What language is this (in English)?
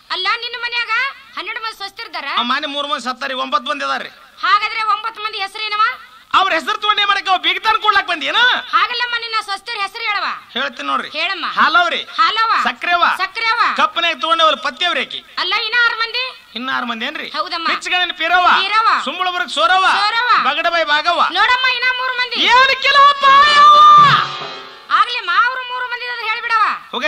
Kannada